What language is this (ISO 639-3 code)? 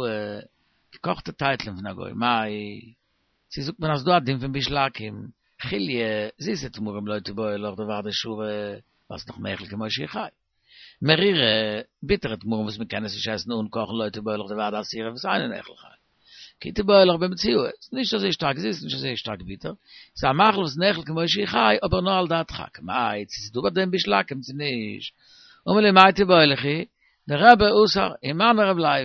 yid